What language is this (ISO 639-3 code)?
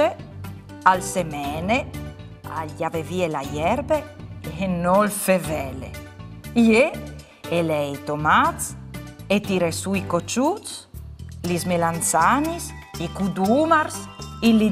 fur